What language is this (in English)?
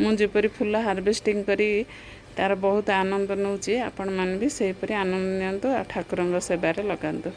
Odia